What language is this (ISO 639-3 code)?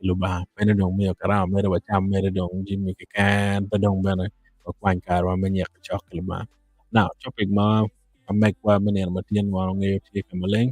ach